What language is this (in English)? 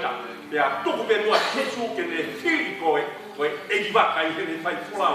Tongan